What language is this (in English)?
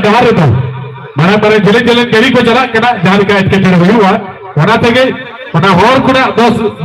Santali